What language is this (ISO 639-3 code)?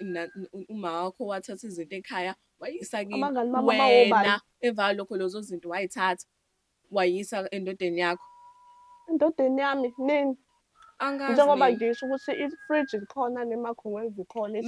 zul